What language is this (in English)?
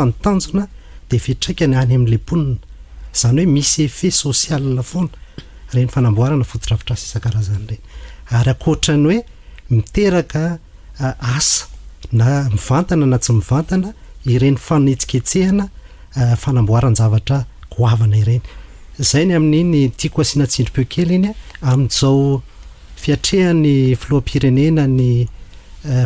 Malagasy